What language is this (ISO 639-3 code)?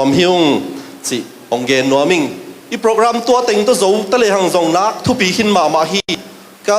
ctd